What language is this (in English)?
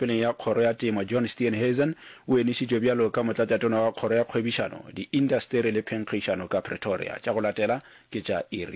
Northern Sotho